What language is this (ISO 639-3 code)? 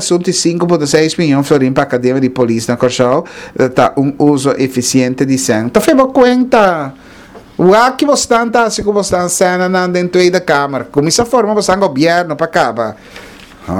pap